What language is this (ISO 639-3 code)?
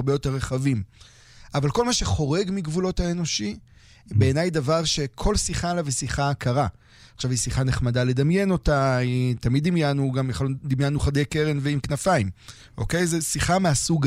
heb